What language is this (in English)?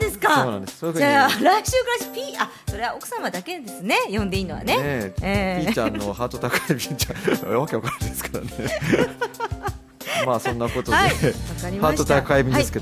Japanese